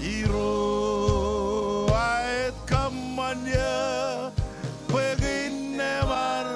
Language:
Marshallese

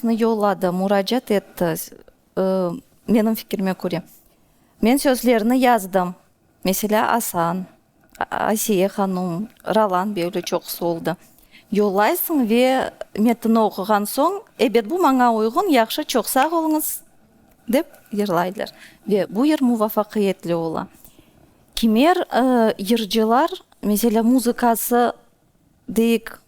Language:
Crimean Tatar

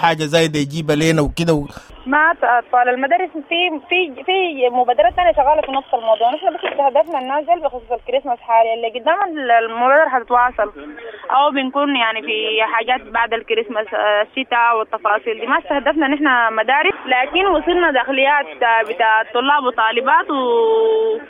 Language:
Sudanese Arabic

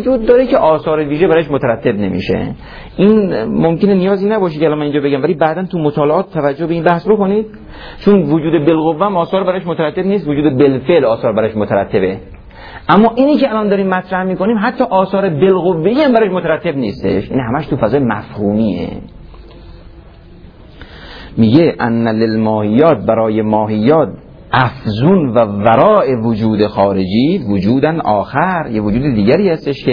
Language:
Persian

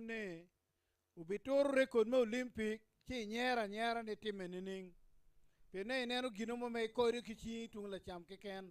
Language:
Acoli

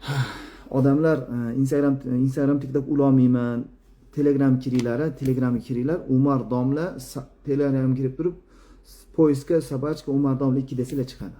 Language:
Uzbek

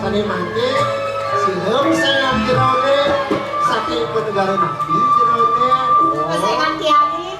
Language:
Balinese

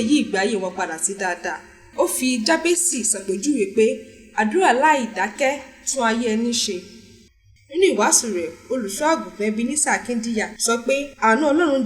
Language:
Yoruba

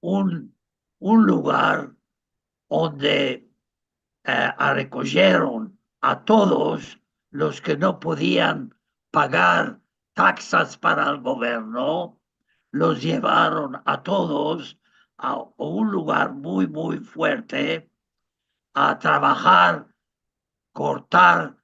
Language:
Ladino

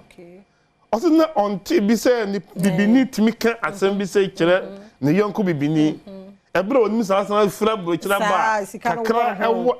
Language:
Akan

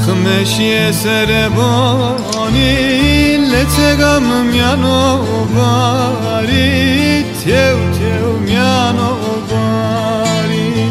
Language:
Zaza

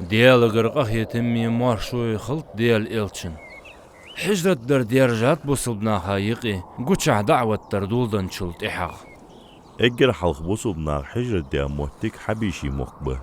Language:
Ingush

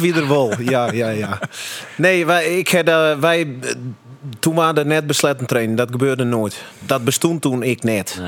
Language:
Western Frisian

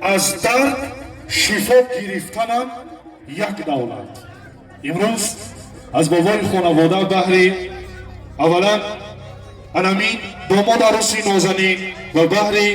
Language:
Tajik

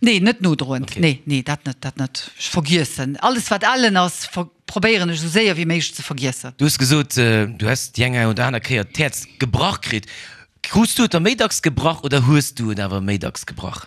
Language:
Luxembourgish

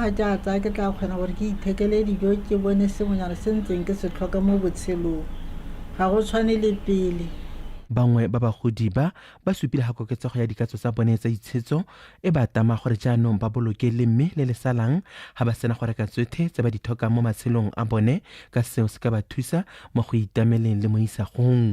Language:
Tswana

